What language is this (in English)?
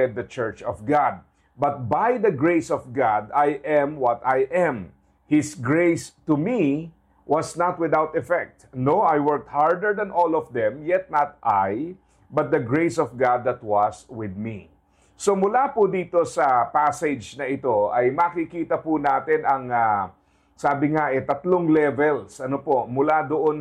Filipino